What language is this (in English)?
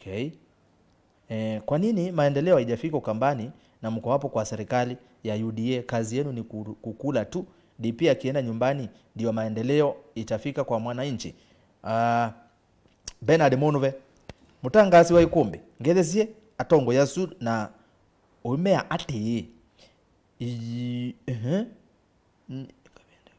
Kamba